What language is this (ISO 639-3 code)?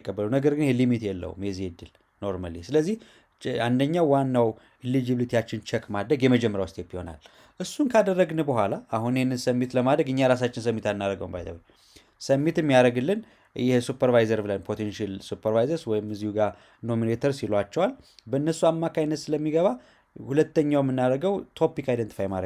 amh